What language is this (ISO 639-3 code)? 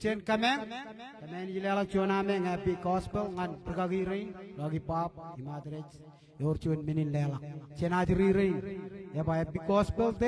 mah